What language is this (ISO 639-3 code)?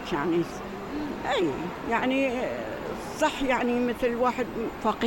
acm